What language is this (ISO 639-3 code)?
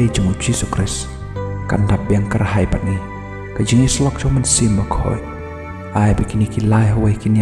kha